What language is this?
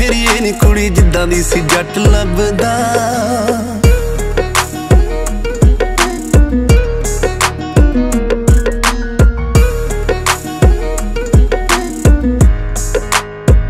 Punjabi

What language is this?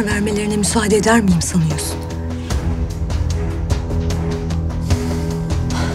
Turkish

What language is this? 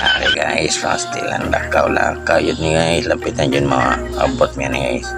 Cebuano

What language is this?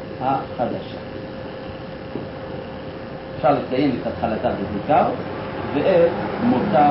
Hebrew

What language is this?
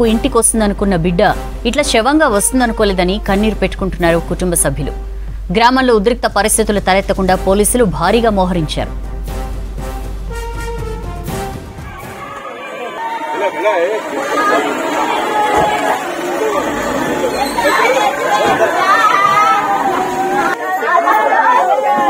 Telugu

